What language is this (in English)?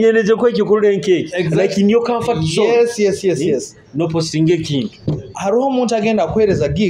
Nyoro